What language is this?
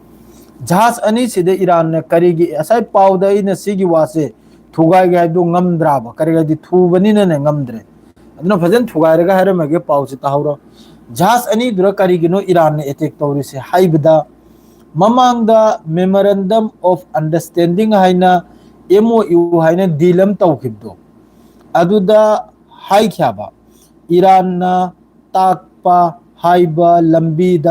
Manipuri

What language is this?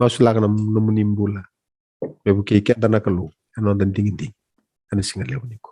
Fijian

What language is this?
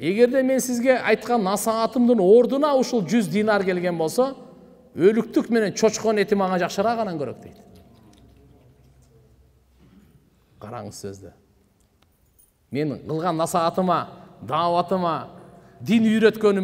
Kyrgyz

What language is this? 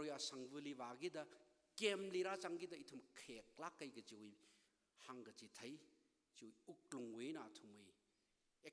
Tangkhul Naga (India)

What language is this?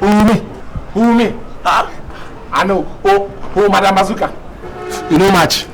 Nigerian Pidgin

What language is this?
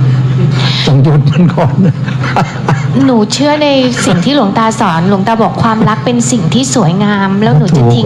Thai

